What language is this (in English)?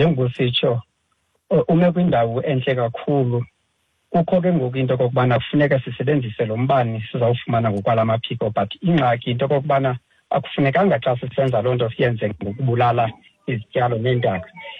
Xhosa